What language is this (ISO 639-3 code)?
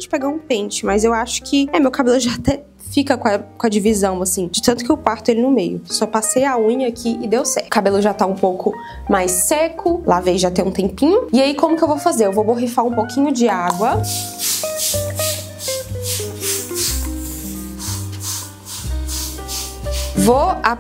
por